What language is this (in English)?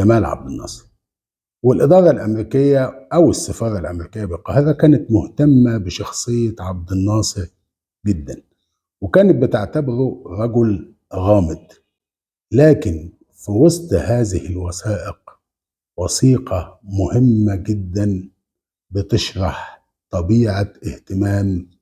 Egyptian Arabic